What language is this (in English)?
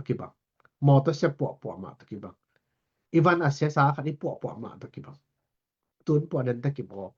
Tedim Chin